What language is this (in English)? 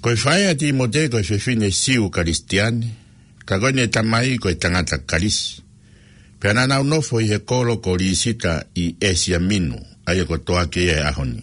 Tongan